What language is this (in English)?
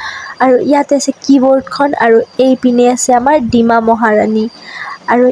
Assamese